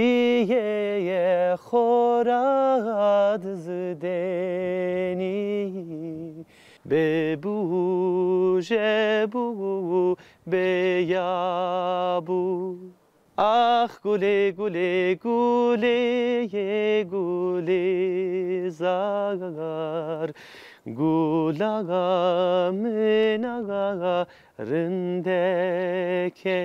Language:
Zaza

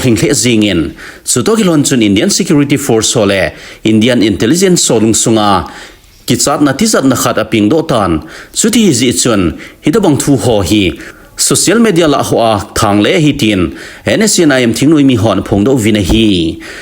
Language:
Thado Chin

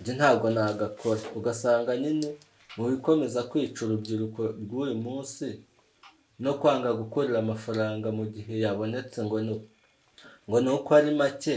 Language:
Kinyarwanda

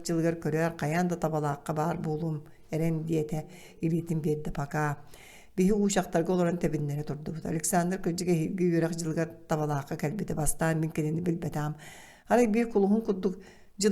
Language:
Yakut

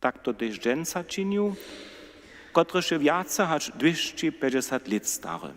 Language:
Upper Sorbian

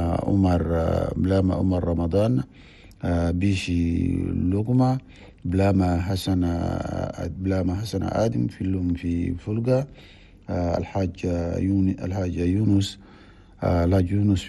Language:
Chadian Arabic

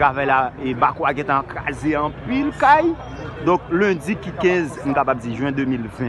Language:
Haitian Creole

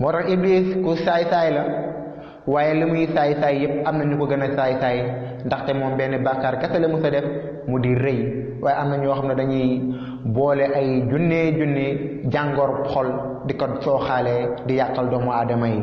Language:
Wolof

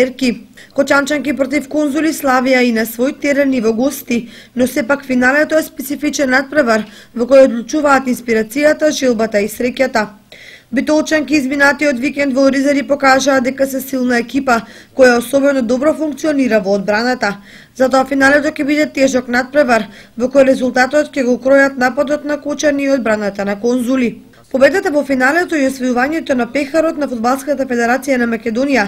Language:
Macedonian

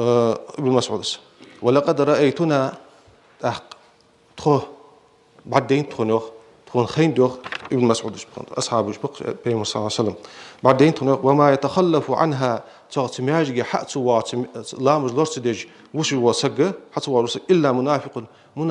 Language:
Ingush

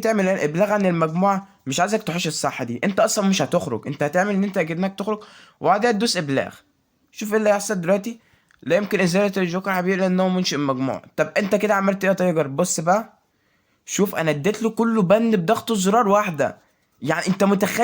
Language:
Egyptian Arabic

